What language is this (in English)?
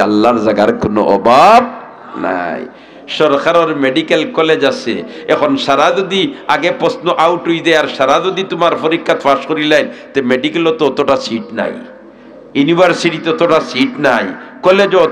Sylheti